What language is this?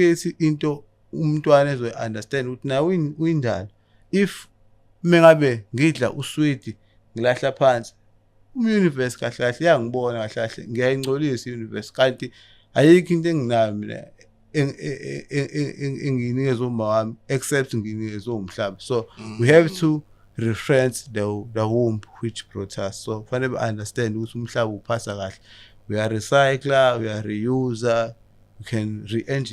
Zulu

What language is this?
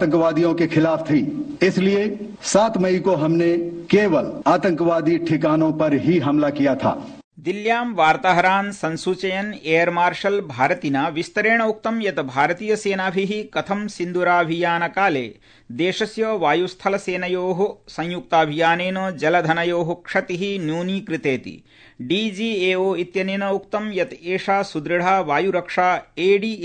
Sanskrit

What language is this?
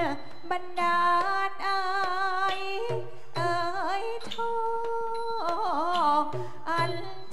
Thai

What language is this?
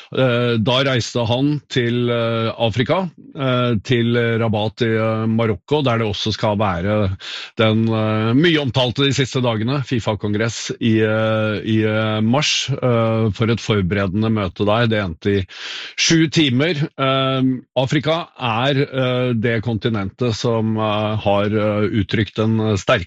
Norwegian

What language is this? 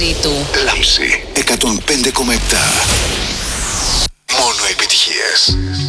Greek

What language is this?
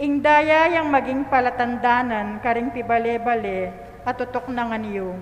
Pampanga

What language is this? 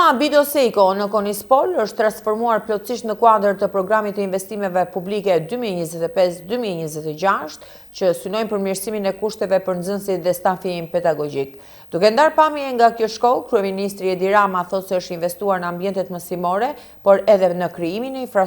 Albanian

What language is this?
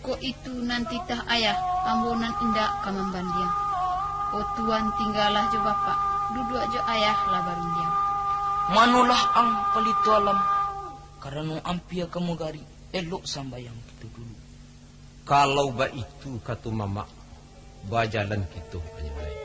Minangkabau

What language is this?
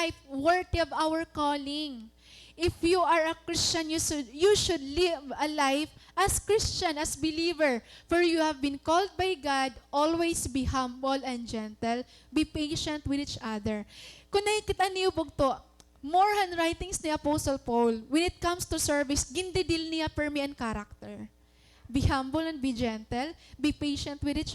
Waray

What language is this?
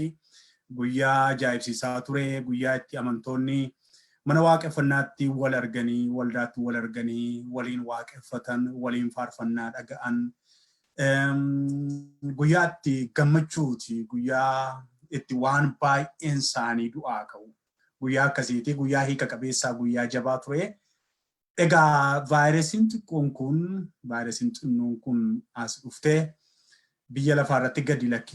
Oromo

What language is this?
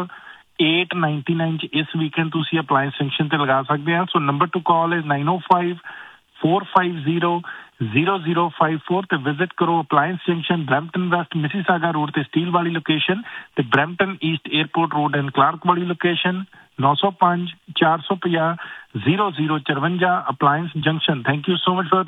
Punjabi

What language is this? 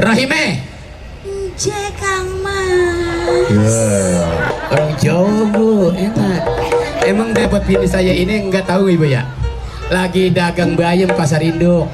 Betawi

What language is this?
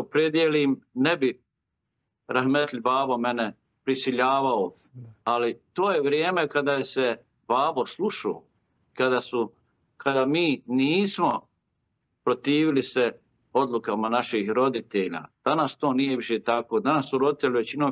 Bosnian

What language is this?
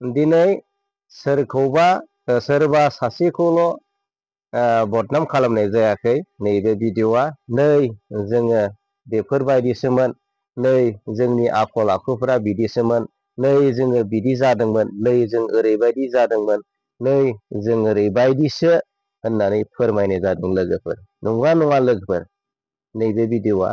Bodo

